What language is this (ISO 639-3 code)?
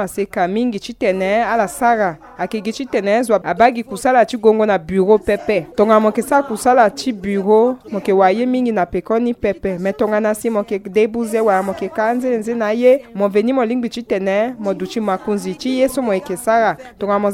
sag